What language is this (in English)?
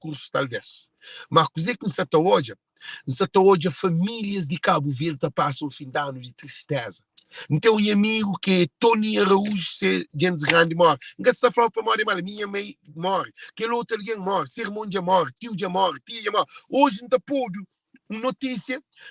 Kabuverdianu